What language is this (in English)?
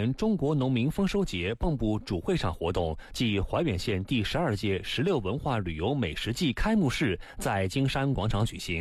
Chinese